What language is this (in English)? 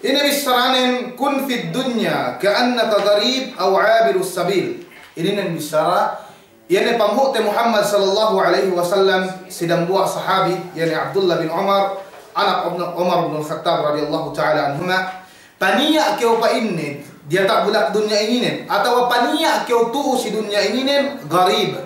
Yakan